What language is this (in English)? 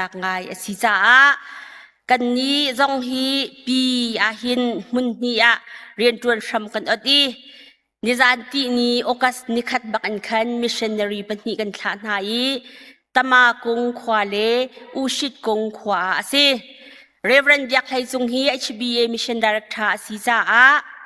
Hakha Chin